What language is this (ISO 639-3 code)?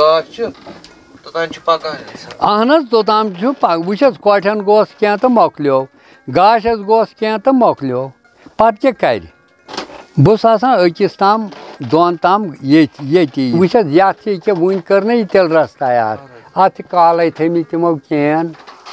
kas